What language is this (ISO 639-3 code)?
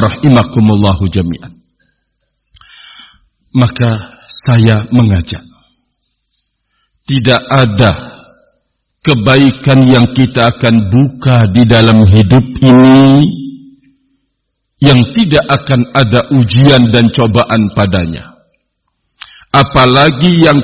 ind